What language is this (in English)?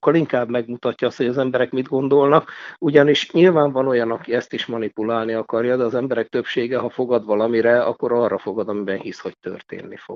Hungarian